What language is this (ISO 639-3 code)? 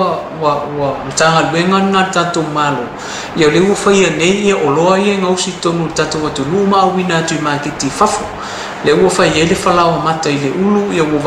smo